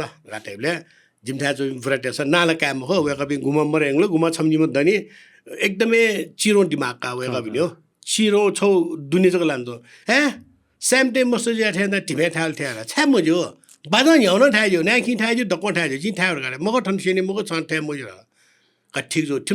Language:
Newari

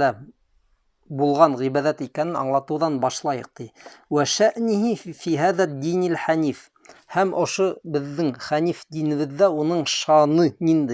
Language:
Bashkir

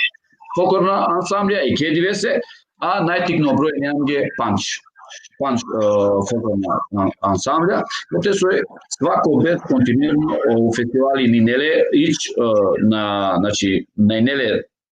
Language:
Balkan Romani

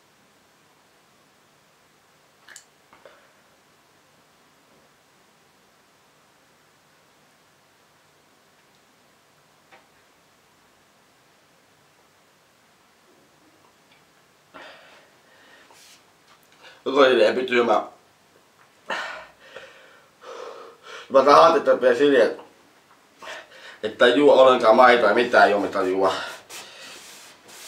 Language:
Finnish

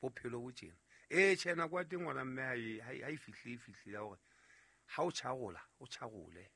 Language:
Southern Sotho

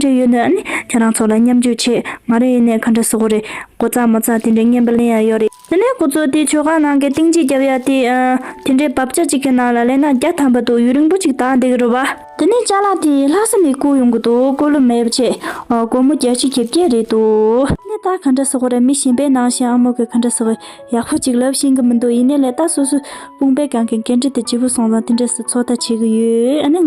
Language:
Tibetan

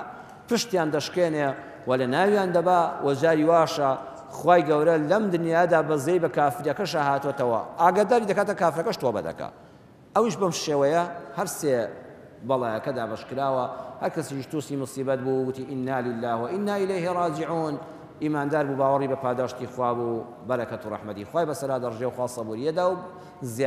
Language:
Central Kurdish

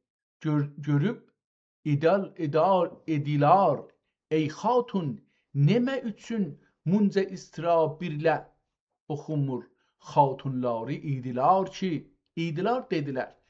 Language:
South Azerbaijani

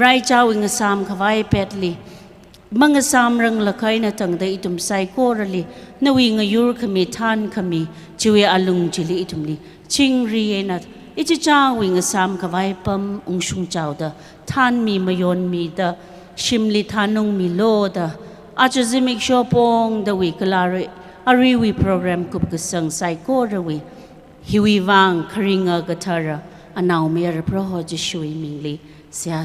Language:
Tangkhul Naga (India)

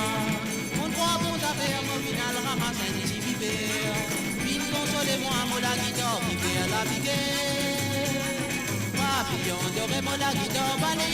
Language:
Morisyen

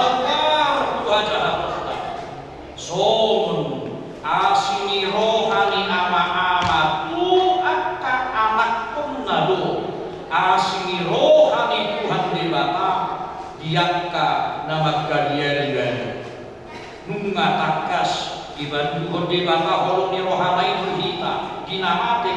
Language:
Batak Toba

